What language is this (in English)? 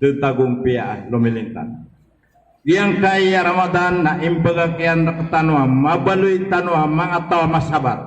Maranao